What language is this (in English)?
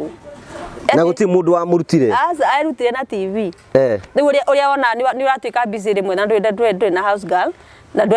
Kikuyu